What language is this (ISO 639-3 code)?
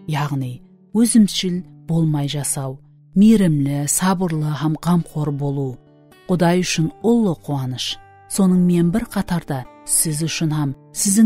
kaa